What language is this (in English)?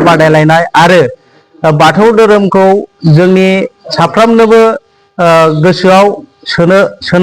Bodo